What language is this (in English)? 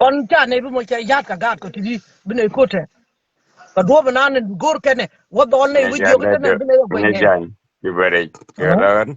Nuer